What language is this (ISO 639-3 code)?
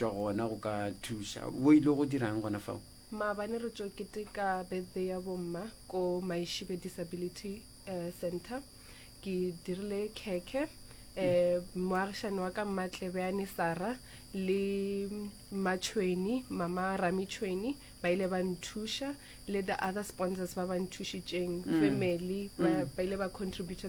nso